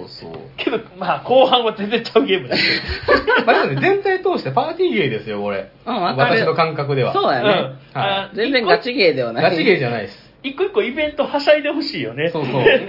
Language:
Japanese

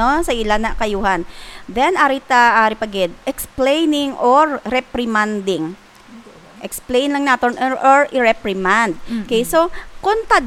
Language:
Hiligaynon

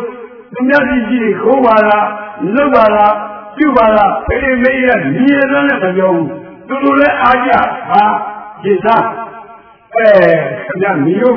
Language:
Burmese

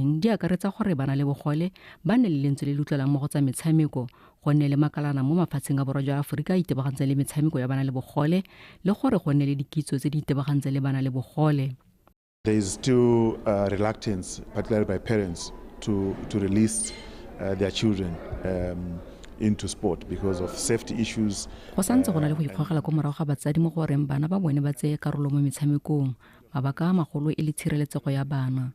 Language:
Tswana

